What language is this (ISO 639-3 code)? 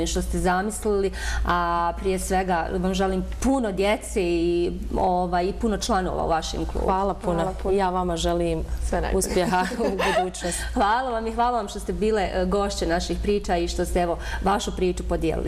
bos